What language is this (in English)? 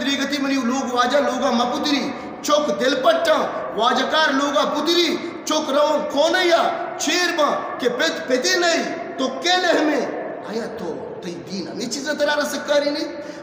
Eastern Balochi